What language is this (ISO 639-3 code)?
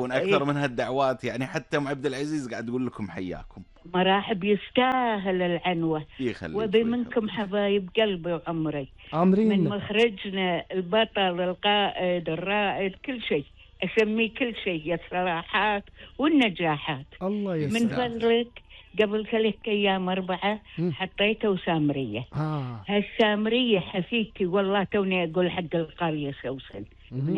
afb